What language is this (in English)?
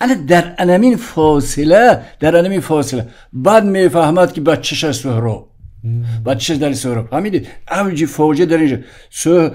Tajik